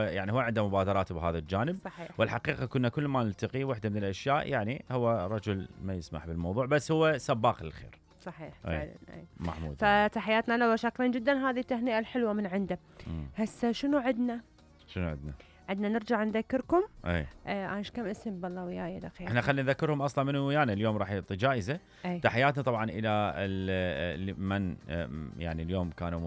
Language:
Mesopotamian Arabic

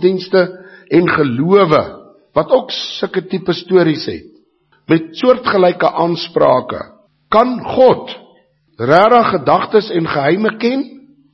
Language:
Afrikaans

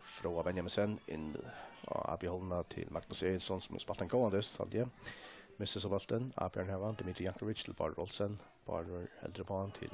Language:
Faroese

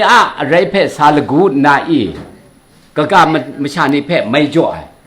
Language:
Kachin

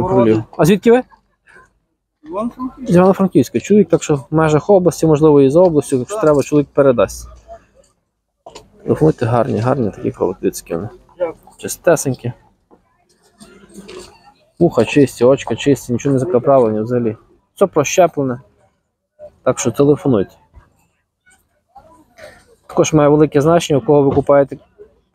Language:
Ukrainian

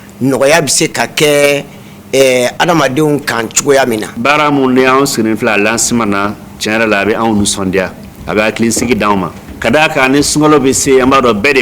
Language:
Bambara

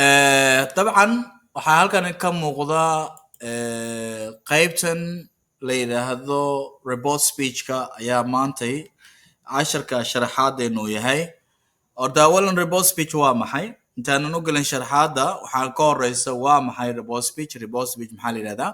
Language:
Somali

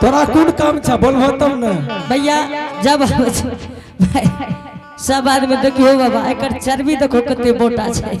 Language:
Angika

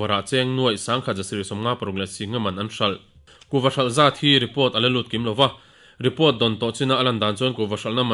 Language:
Mizo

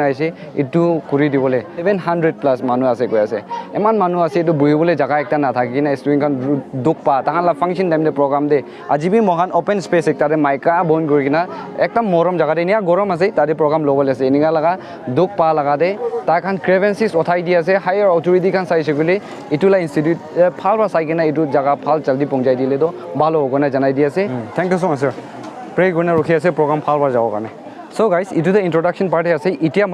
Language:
Naga Pidgin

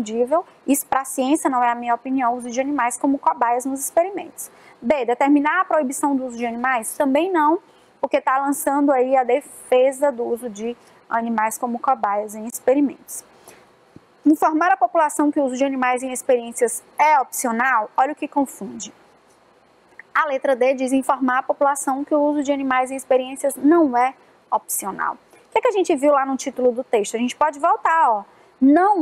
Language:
Portuguese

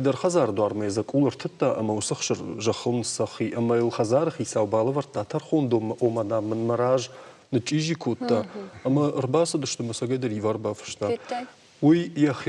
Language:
Ossetic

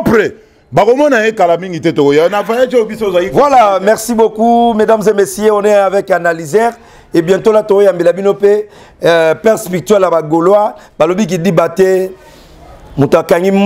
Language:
Lingala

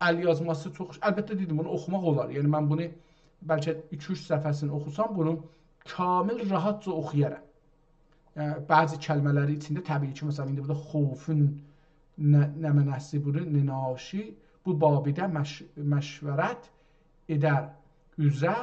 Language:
South Azerbaijani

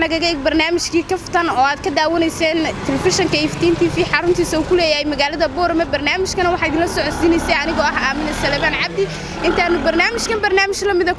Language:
Somali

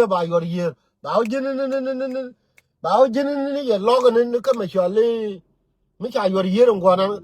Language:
Nuer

